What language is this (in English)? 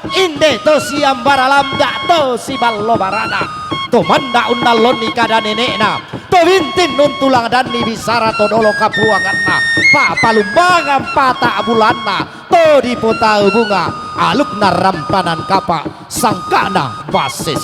Toraja-Sa'dan